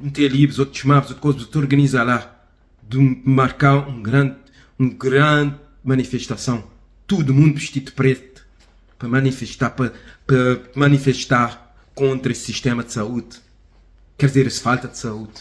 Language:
Kabuverdianu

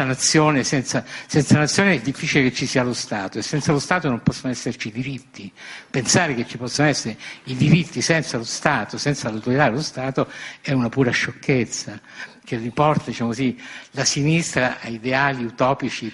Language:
Italian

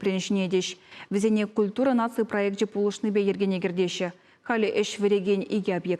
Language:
Chuvash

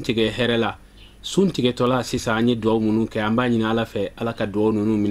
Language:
Bambara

